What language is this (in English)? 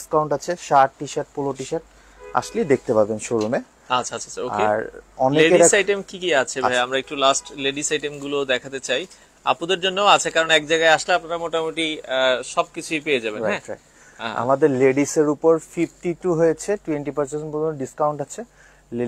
Bangla